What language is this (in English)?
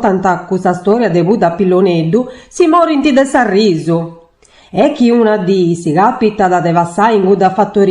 Sardinian